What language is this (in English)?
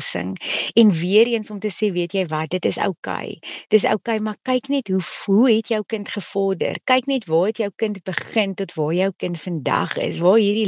Afrikaans